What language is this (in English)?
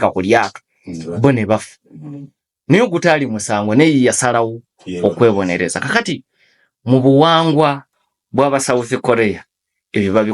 Ganda